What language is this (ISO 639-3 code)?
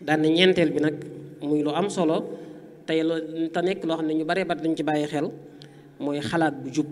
wol